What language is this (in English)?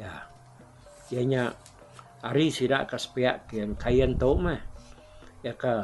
Iban